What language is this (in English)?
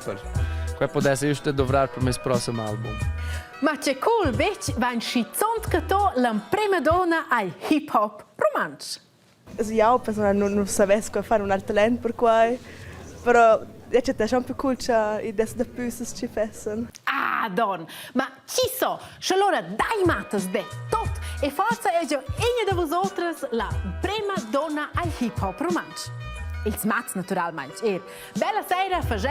Romansh